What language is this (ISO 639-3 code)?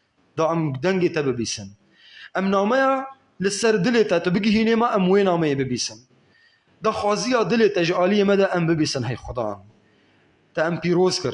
kur